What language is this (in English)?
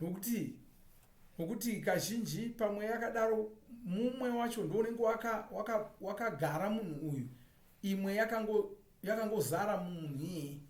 Shona